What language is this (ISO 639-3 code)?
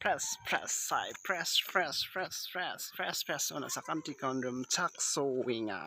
grt